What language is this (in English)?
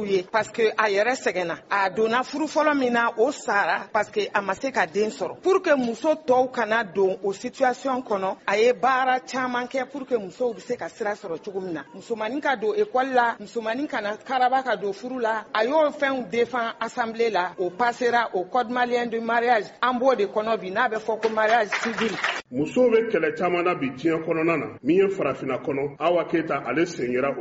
Bambara